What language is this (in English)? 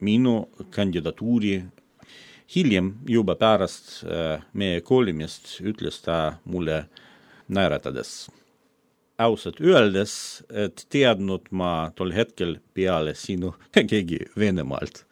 Estonian